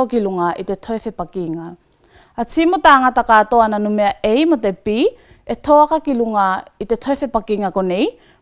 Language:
Tuvalu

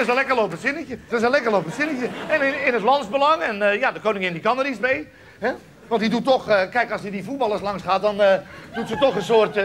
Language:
Dutch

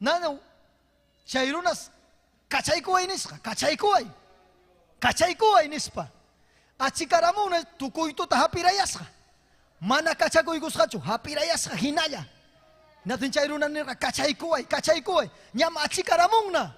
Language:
Ayacucho Quechua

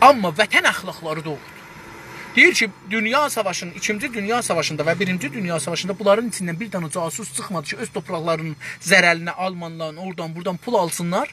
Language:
South Azerbaijani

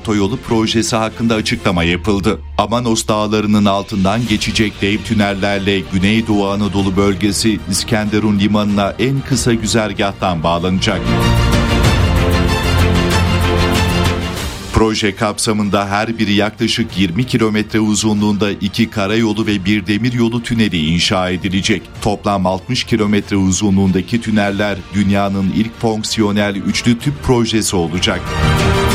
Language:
Turkish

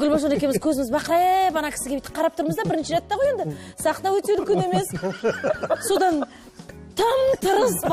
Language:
Kazakh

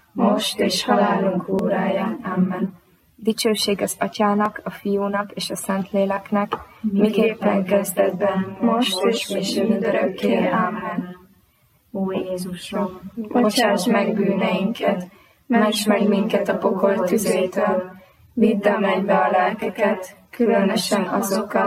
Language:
Hungarian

